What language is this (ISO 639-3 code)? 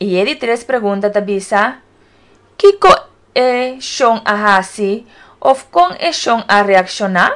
pap